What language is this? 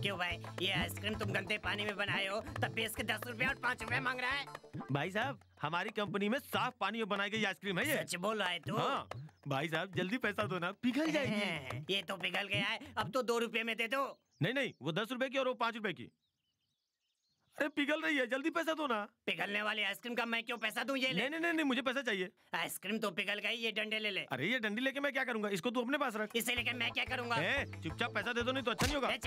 Hindi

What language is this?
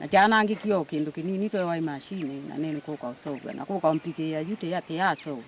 Kamba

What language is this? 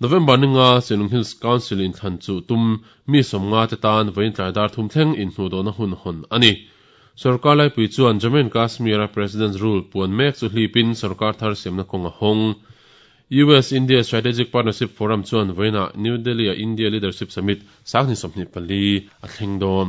Mizo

